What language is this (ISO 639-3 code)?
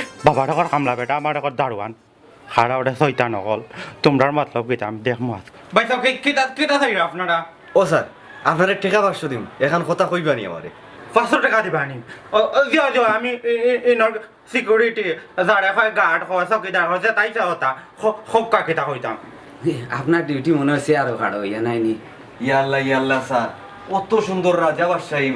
syl